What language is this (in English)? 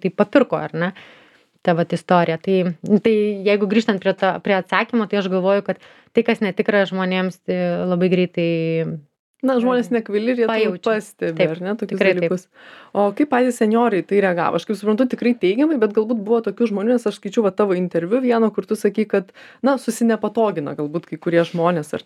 Lithuanian